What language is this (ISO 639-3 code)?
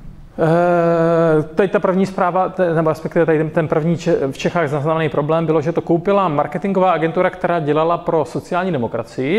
ces